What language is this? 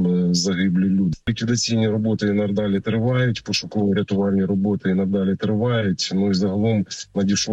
Ukrainian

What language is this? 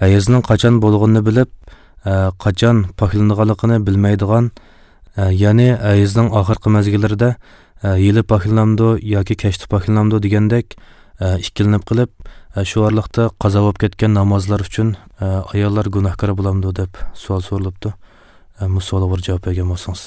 Uyghur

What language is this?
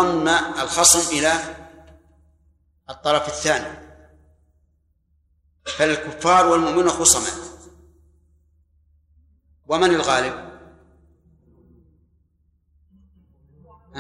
Arabic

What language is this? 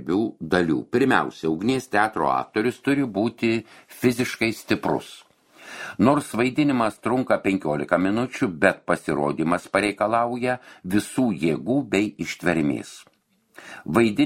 Lithuanian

